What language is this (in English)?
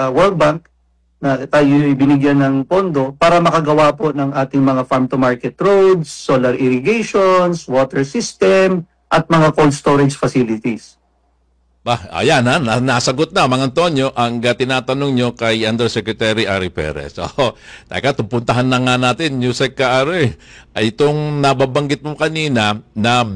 Filipino